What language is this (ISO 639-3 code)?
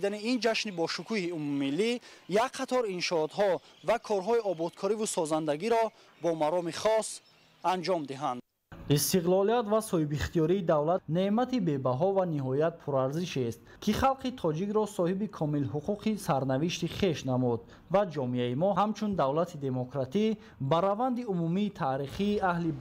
tgk